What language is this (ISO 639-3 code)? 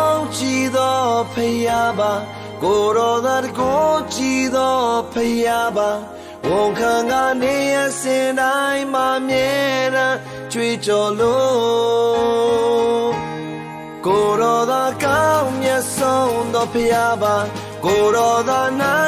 mya